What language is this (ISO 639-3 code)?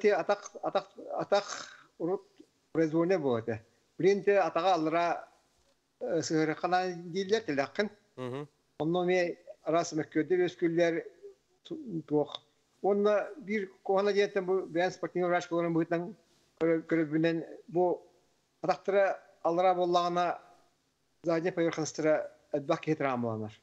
sah